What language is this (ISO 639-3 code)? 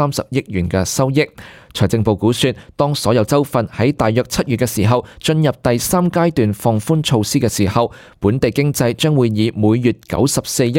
yue